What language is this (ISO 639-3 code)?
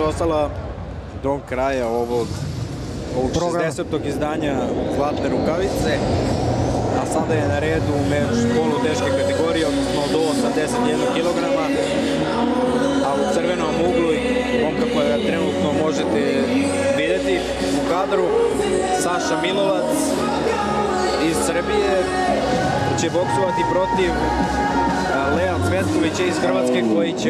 srp